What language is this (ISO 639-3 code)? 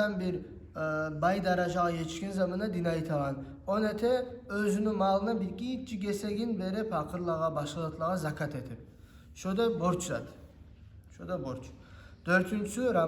kum